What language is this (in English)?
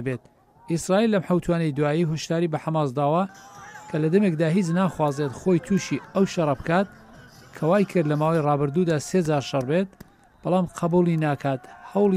Central Kurdish